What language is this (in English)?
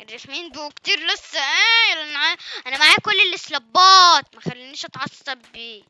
Egyptian Arabic